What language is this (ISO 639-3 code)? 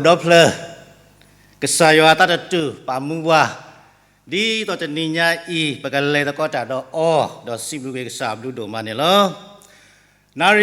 ksw